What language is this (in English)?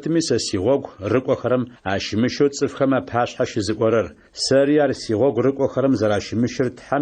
Adyghe